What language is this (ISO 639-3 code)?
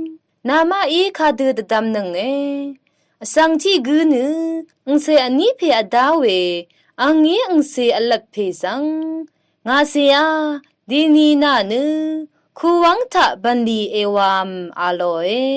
raw